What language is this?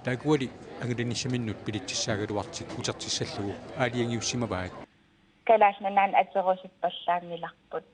Kalaallisut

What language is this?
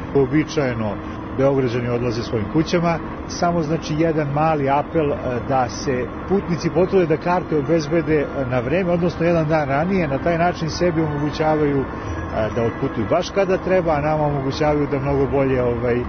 Serbian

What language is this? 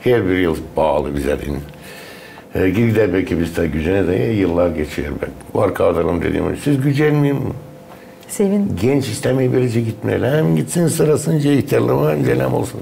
Gagauz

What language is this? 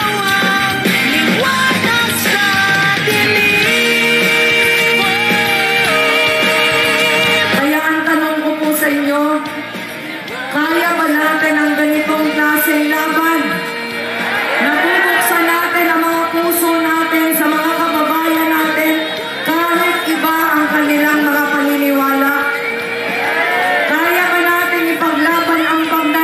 Filipino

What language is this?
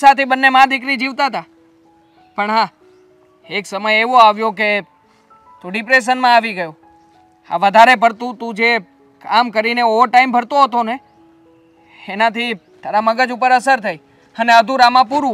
Gujarati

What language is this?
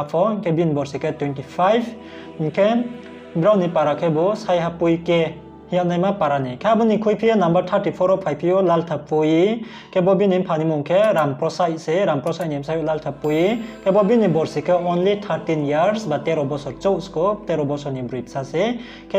Riang (India)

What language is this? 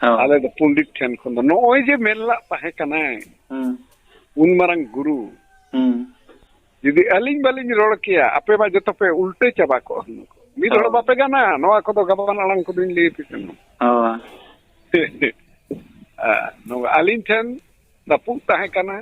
Santali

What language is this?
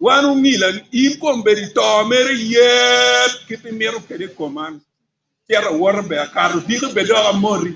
Acoli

